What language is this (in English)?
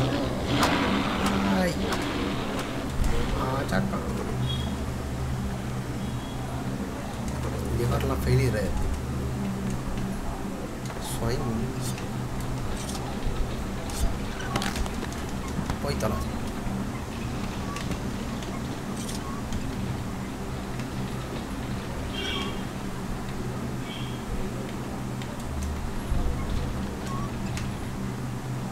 Tamil